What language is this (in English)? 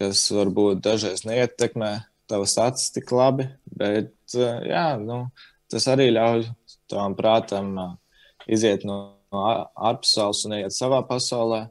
Latvian